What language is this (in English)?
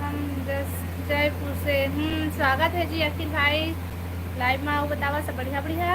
Chhattisgarhi